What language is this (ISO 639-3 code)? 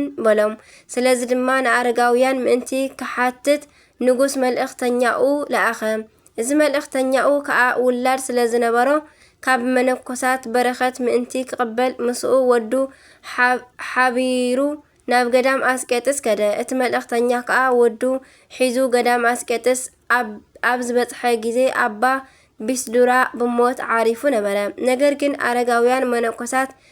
tir